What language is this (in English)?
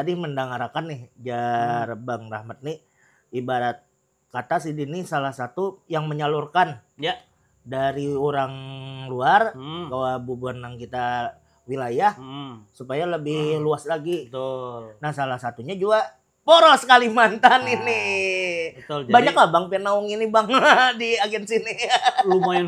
Banjar